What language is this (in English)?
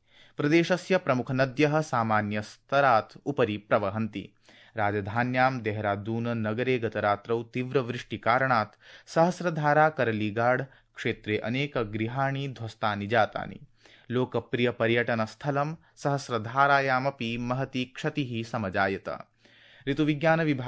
Sanskrit